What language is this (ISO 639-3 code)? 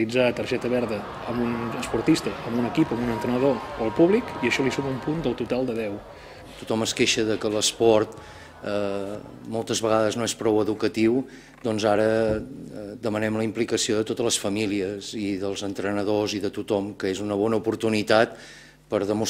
cat